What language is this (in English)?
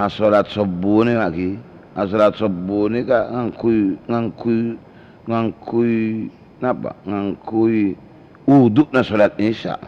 Madurese